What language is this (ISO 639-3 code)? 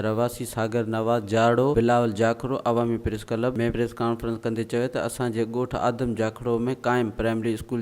snd